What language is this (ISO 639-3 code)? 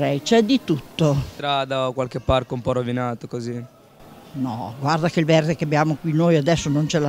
ita